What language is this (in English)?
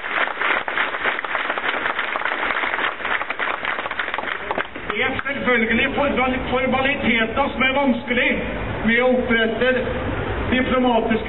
Norwegian